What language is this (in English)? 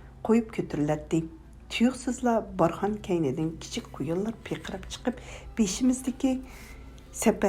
Uyghur